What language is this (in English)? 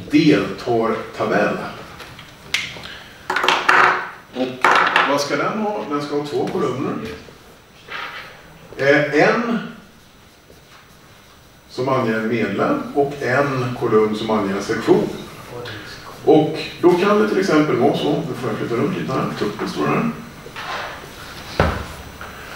Swedish